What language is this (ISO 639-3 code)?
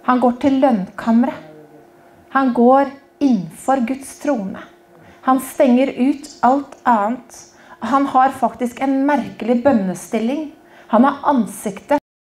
nor